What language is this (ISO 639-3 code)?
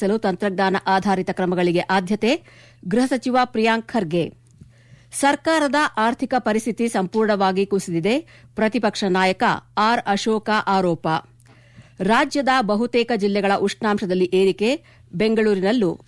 kan